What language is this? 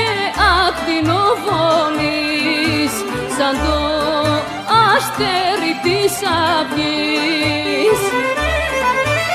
Greek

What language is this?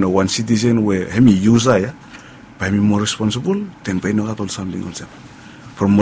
Bislama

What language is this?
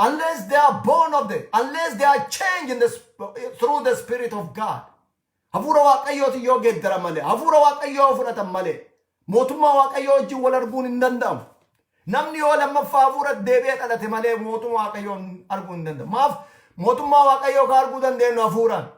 Oromo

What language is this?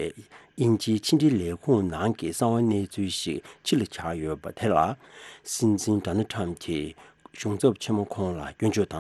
Tibetan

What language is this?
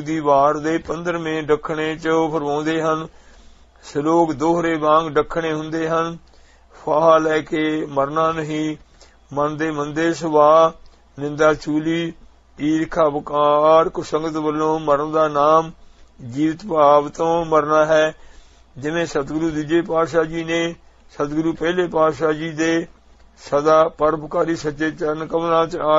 Punjabi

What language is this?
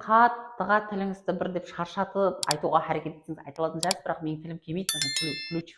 Kara-Kalpak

